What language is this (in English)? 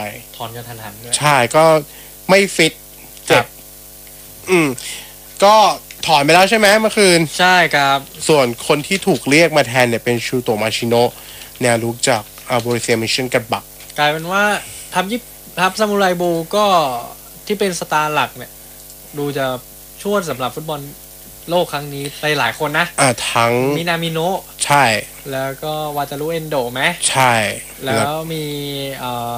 Thai